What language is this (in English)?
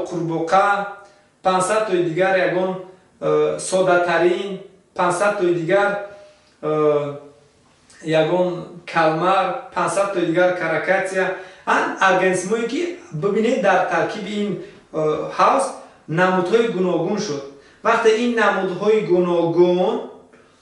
Tajik